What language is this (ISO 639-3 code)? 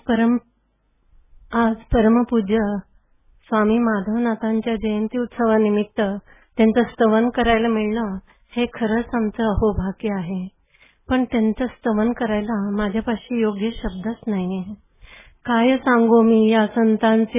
mar